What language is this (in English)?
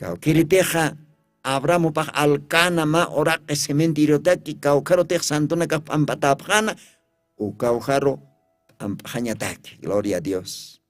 Aymara